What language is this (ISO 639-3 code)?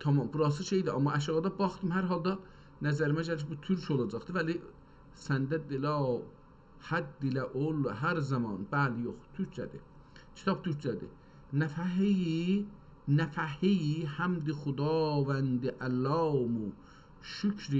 azb